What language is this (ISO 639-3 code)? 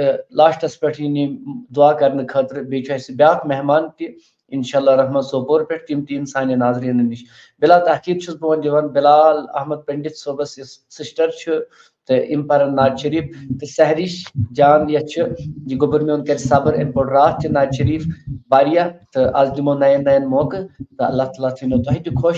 kas